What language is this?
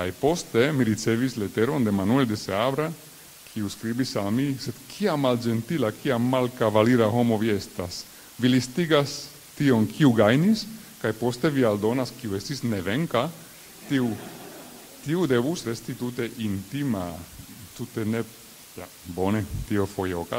Esperanto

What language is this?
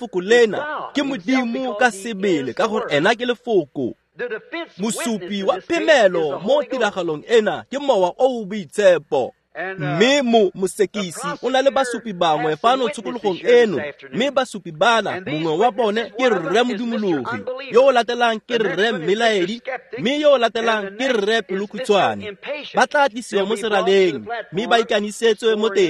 Tswana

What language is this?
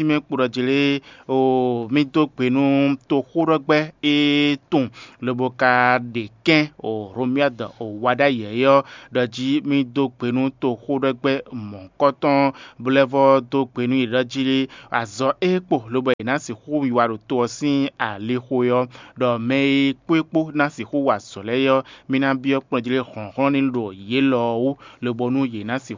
Fon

